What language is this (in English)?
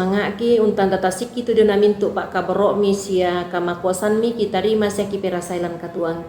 Toraja-Sa'dan